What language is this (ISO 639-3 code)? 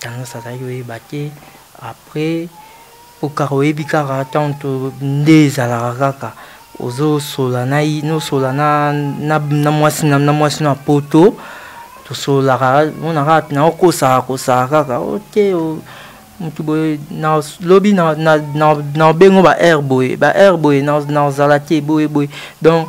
lin